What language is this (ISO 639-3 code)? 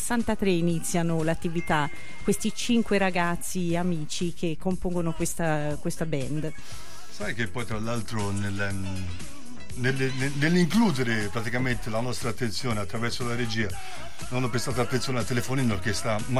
ita